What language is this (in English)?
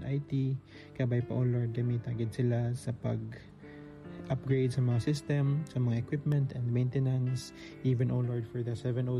Hiligaynon